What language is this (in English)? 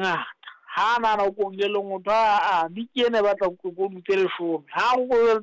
Southern Sotho